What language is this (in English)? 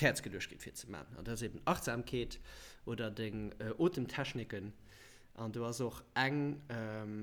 Luxembourgish